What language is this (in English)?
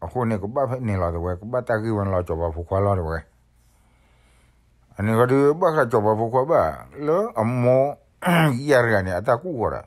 S'gaw Karen